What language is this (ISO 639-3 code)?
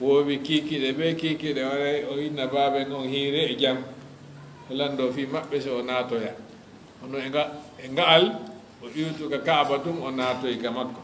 ful